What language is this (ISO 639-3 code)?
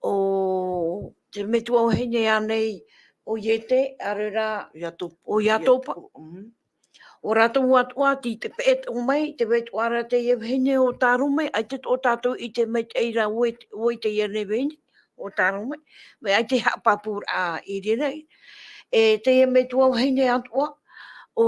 tah